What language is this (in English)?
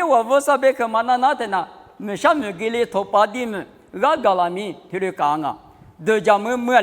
Lisu